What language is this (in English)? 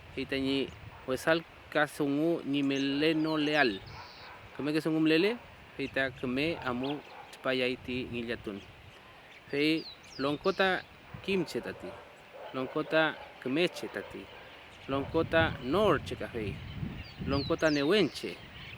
Mapuche